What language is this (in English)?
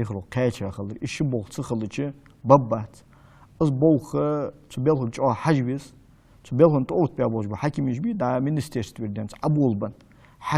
Ingush